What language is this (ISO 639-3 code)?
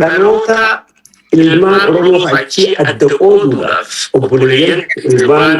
orm